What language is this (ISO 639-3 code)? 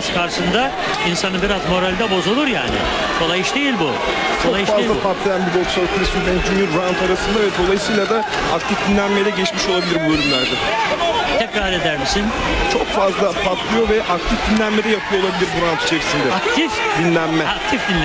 tur